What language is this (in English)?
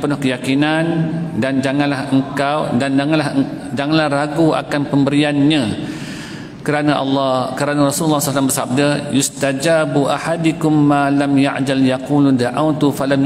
Malay